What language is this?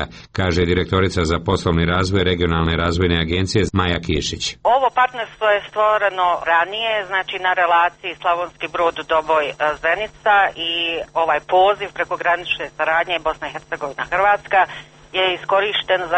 Croatian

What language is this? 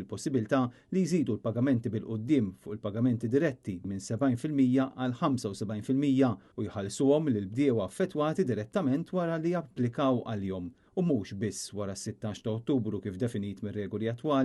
Maltese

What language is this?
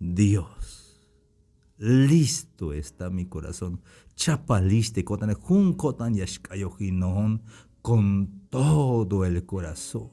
Tzeltal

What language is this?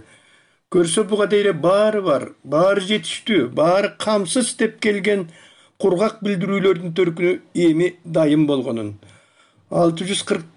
Kyrgyz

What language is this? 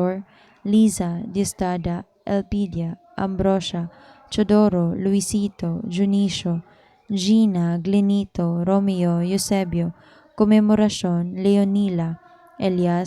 Cebuano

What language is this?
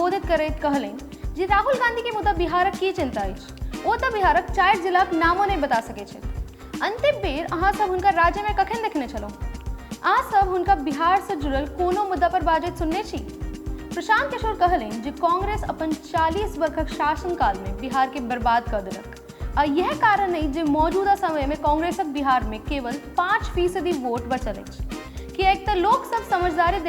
Maithili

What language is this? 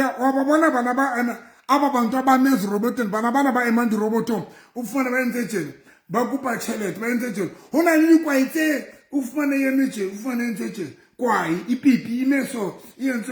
Southern Sotho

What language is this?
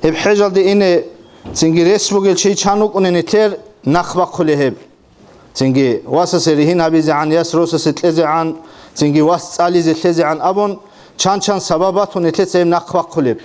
Avaric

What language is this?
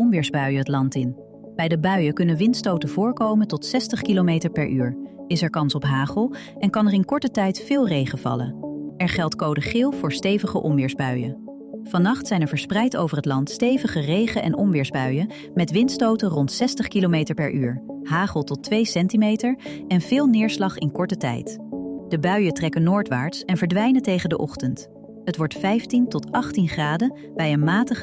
Dutch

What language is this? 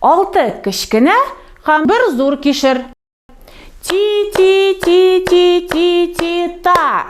Tatar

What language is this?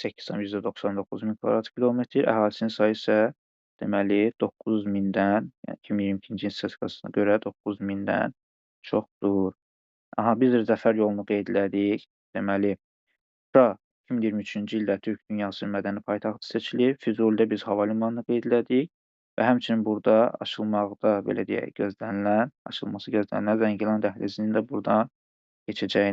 Azerbaijani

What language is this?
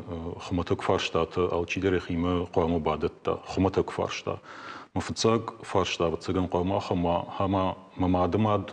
Ossetic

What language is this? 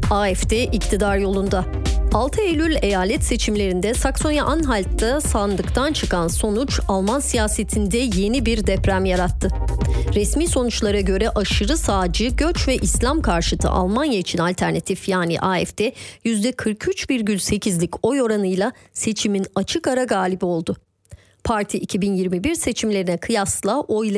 Turkish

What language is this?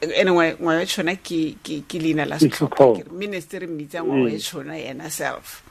Tswana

